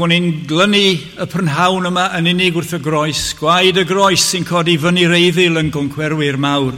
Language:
Welsh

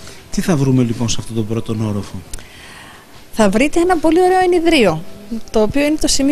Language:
Greek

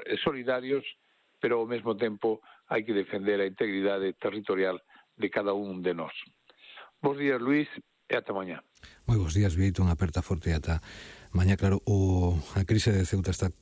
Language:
Galician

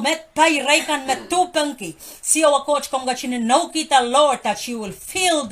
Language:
Pohnpeian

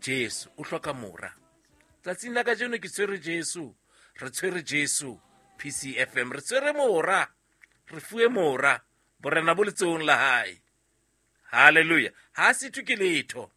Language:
Southern Sotho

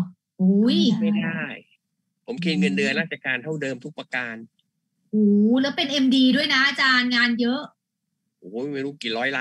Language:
Thai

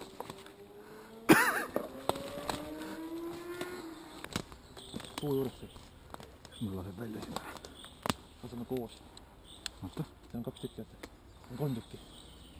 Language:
Estonian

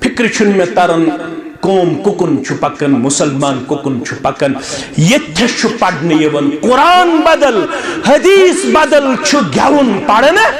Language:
Kashmiri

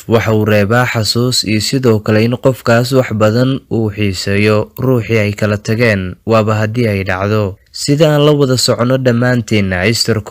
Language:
Somali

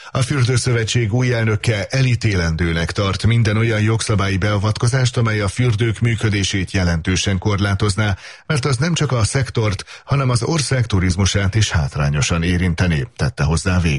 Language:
Hungarian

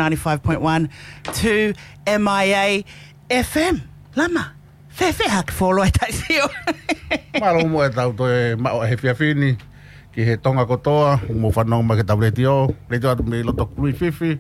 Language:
Tongan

